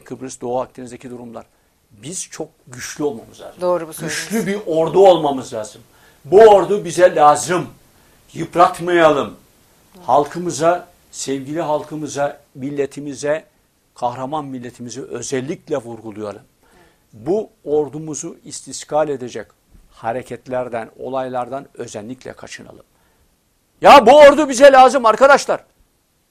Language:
Turkish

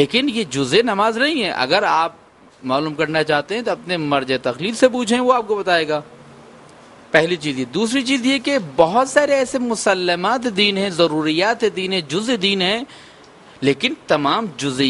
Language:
Urdu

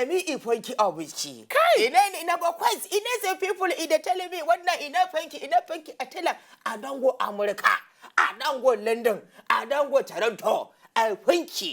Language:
Nigerian Pidgin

